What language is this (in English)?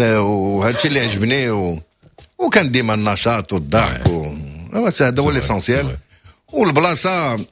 Moroccan Arabic